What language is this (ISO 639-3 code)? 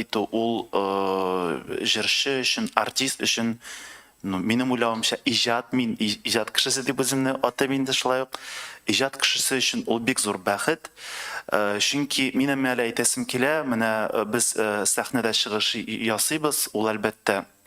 tat